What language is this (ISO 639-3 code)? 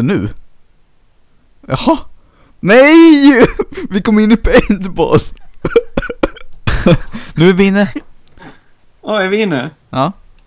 swe